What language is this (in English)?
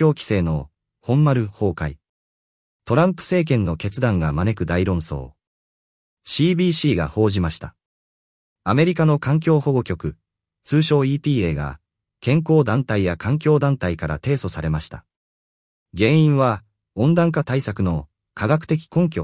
Japanese